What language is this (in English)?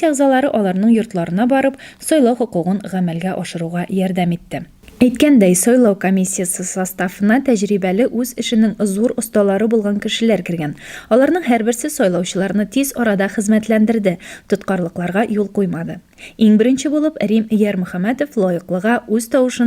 Tatar